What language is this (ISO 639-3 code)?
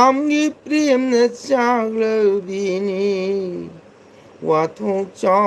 mni